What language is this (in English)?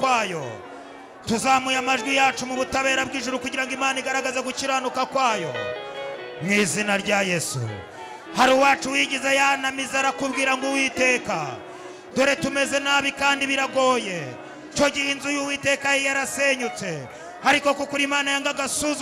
Kinyarwanda